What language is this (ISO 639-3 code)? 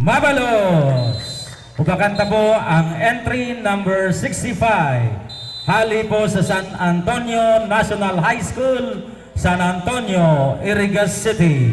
bik